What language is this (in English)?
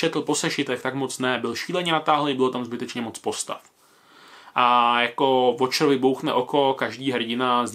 Czech